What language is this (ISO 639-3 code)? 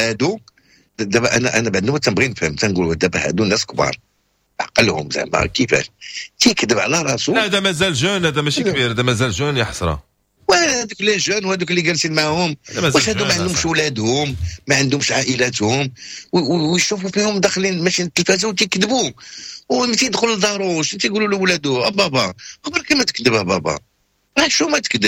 ary